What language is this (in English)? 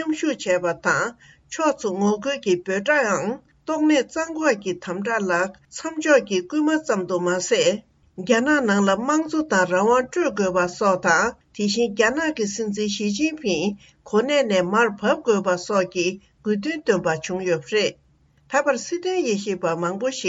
Tibetan